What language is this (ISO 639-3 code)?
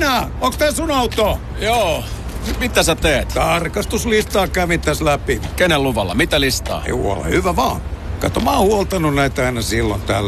fin